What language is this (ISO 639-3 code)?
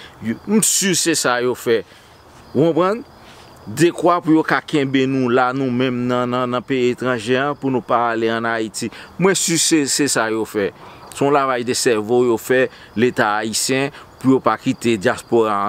hat